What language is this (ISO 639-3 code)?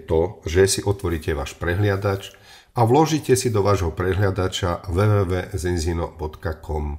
slk